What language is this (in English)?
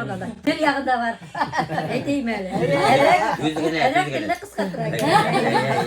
Bashkir